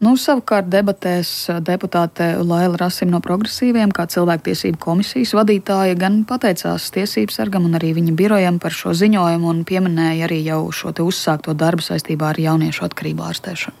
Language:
Latvian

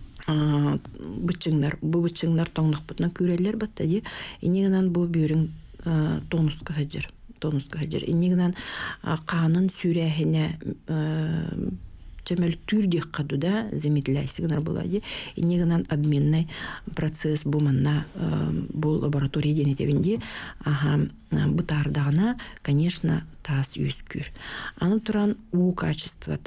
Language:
Yakut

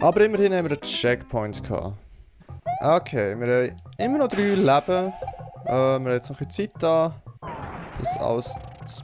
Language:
Swiss German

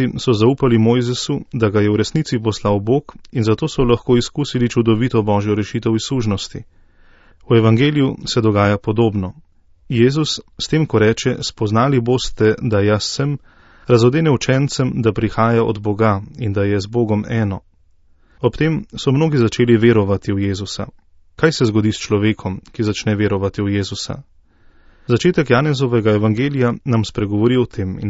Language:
Slovenian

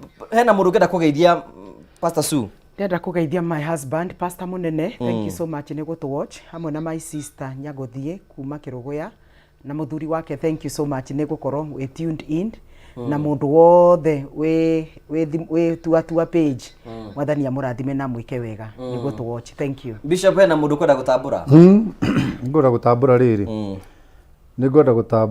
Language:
Kikuyu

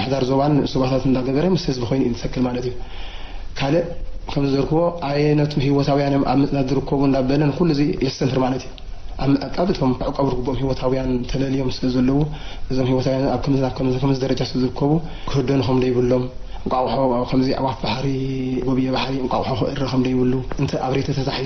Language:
Tigrinya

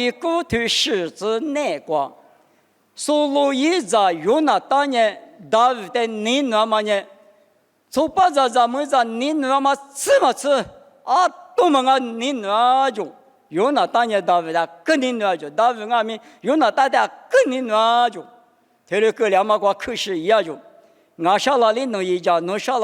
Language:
Lisu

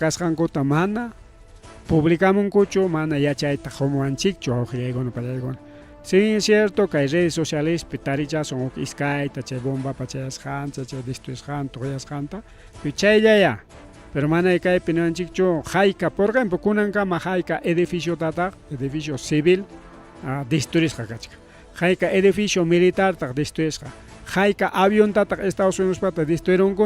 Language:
Ayacucho Quechua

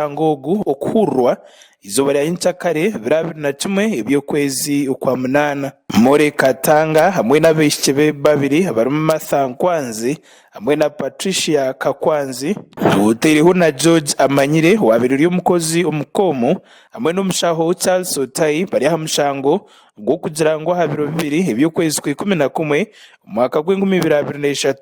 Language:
Nyankole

